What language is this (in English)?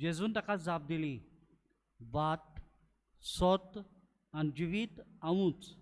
Konkani